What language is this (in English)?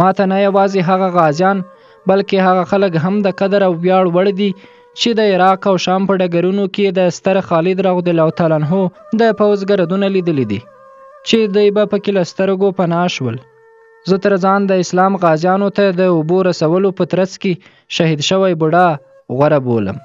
Pashto